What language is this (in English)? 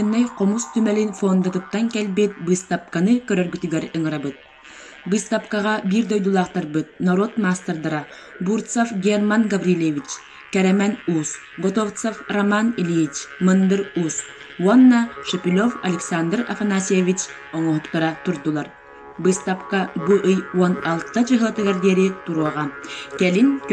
Yakut